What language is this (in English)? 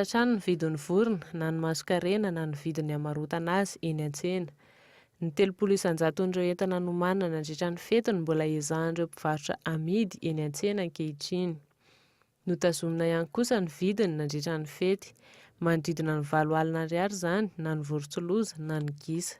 Malagasy